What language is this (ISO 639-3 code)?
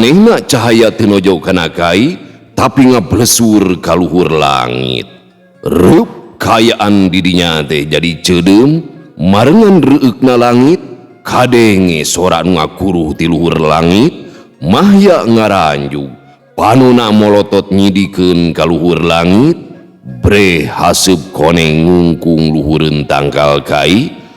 sun